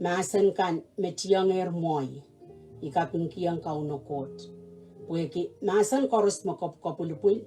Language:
Pohnpeian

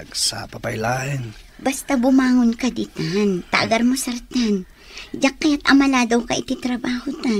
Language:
Iloko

